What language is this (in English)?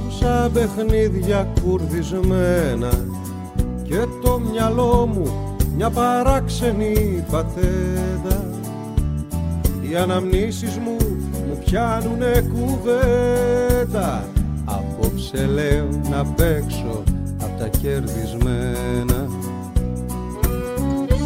Greek